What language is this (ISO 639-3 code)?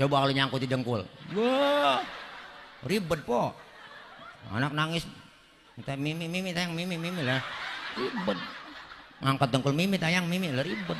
bew